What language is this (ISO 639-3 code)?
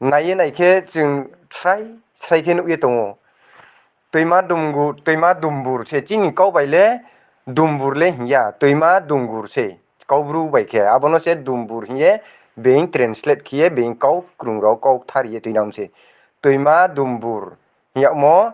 ria